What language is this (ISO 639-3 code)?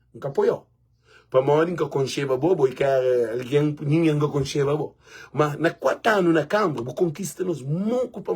kea